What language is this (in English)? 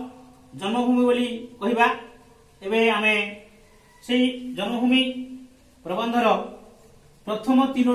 Odia